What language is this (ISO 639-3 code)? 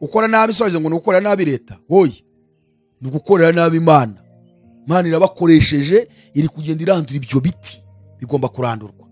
kin